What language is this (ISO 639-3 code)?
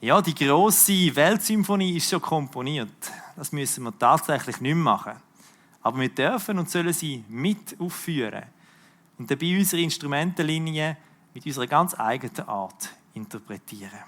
gsw